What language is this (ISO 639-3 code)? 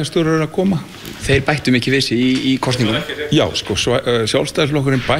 isl